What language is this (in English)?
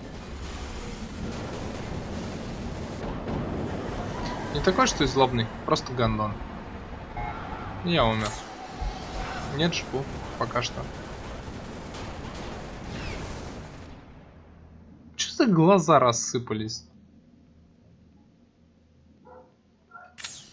Russian